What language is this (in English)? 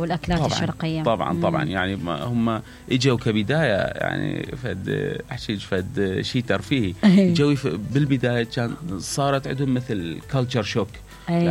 Mesopotamian Arabic